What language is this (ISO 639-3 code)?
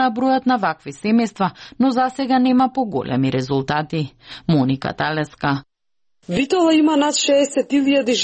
mkd